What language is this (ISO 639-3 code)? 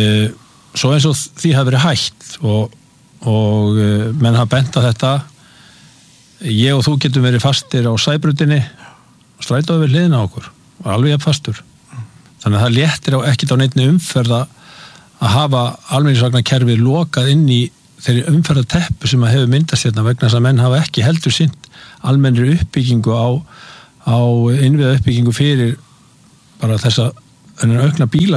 isl